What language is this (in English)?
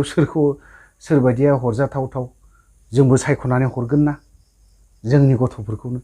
Bodo